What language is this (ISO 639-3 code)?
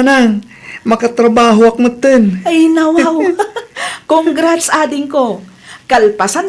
ilo